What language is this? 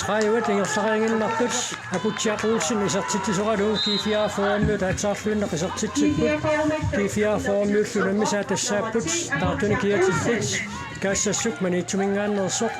Kalaallisut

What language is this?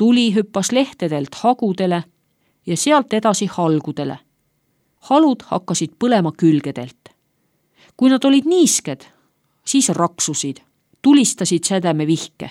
Estonian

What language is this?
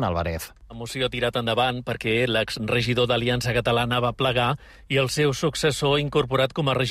Catalan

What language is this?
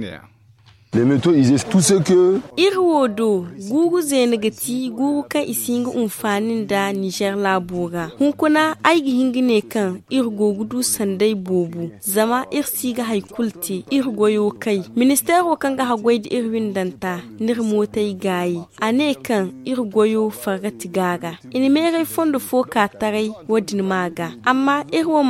Zarma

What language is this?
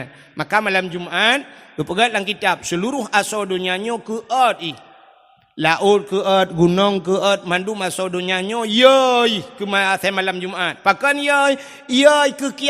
Achinese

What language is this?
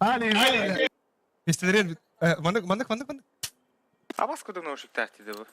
Yakut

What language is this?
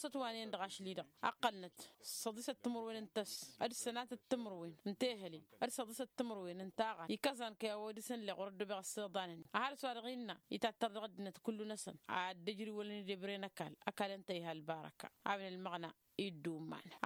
Tamasheq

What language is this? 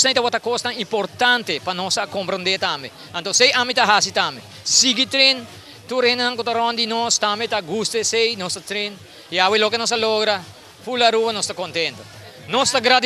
Papiamento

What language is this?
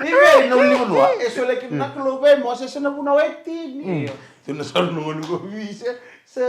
Fijian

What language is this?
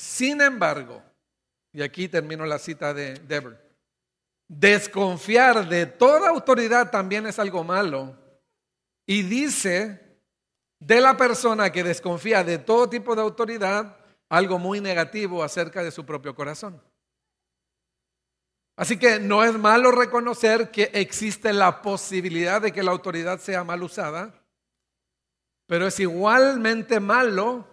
Spanish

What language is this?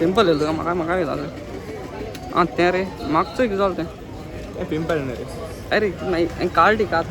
Konkani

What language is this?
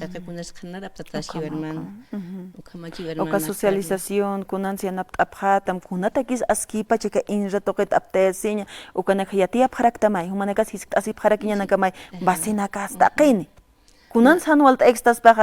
Aymara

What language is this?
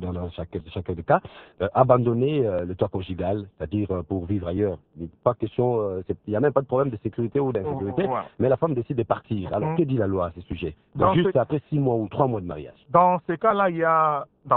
French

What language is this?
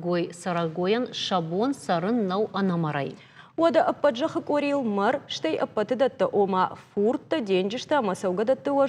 Ossetic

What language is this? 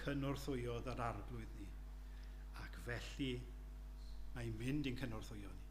Welsh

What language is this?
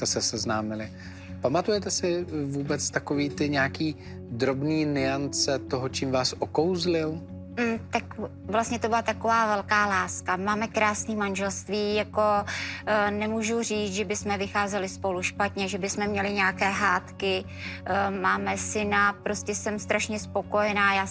Czech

